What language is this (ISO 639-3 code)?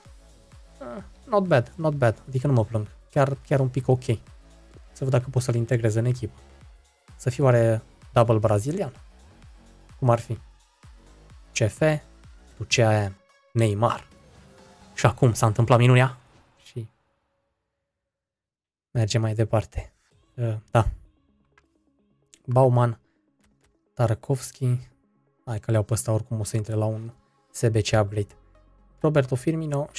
ron